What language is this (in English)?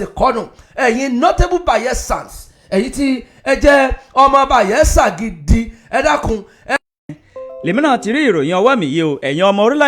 Yoruba